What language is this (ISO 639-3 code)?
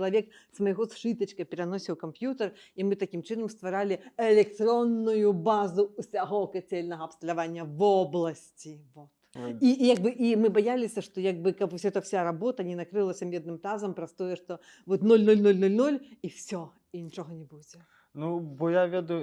bel